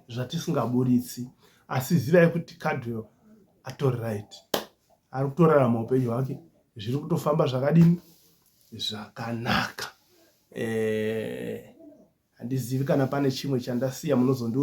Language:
Shona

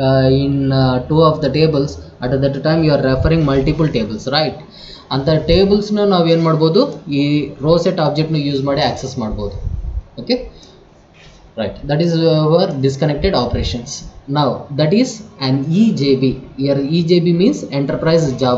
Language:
Kannada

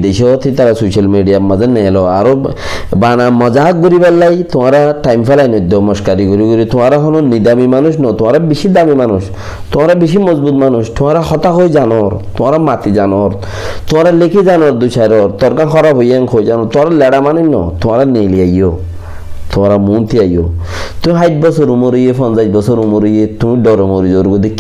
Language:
Rohingya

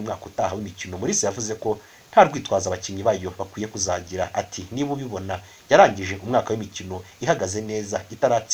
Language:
Kinyarwanda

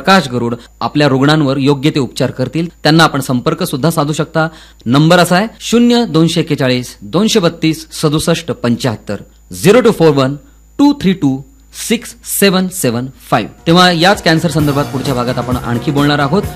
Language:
Marathi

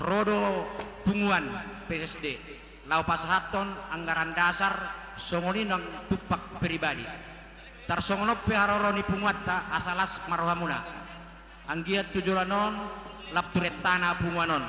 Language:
Batak Toba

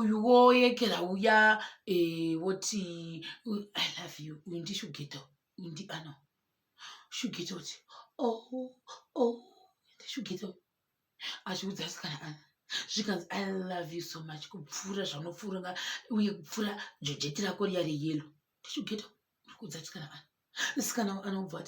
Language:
Shona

